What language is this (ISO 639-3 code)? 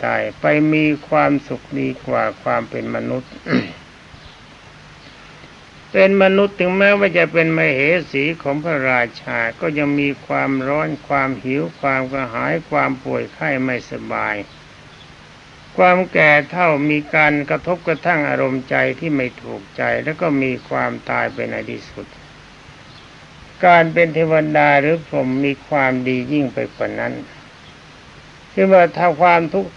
tha